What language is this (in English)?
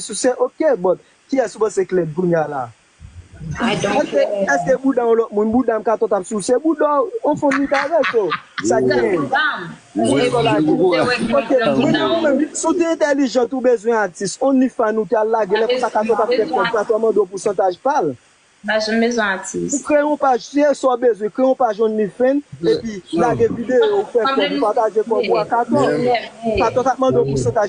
Haitian Creole